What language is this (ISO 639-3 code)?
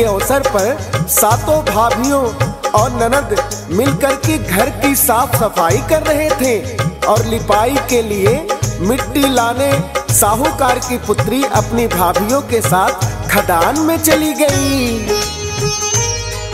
hin